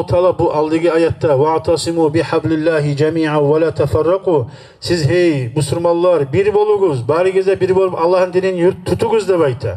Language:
Kumyk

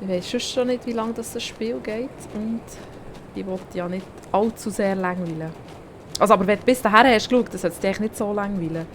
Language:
Swiss German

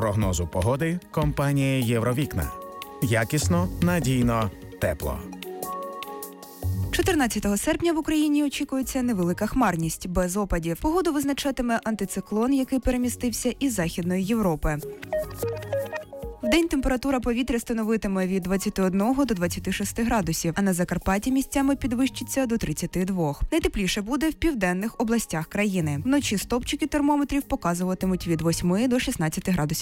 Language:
Ukrainian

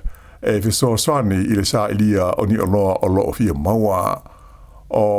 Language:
Samoan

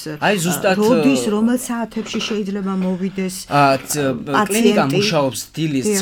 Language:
Georgian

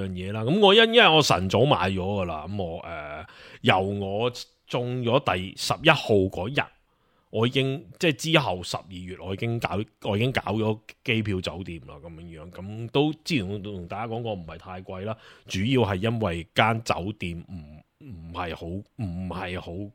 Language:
Cantonese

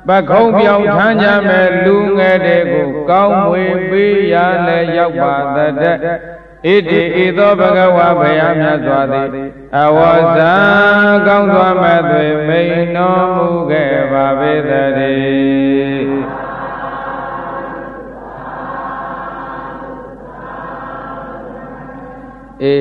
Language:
Burmese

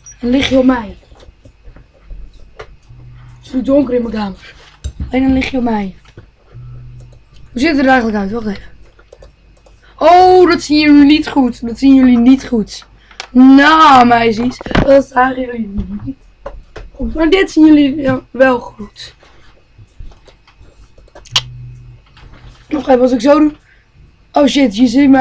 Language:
Dutch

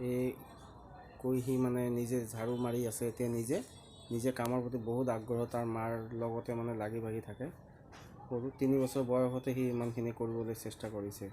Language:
Assamese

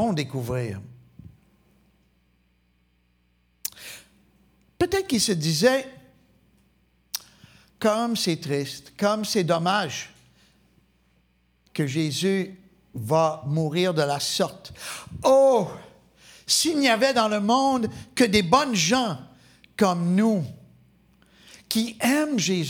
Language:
French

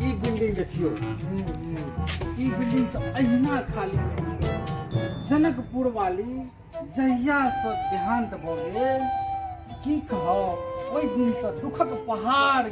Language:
Maithili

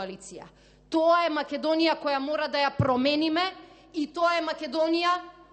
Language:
Macedonian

